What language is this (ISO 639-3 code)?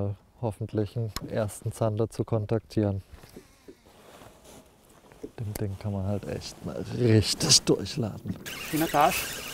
deu